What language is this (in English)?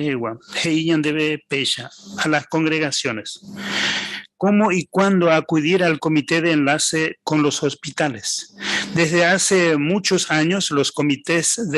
Guarani